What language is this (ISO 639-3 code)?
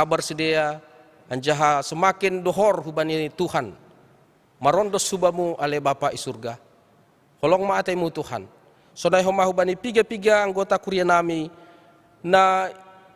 bts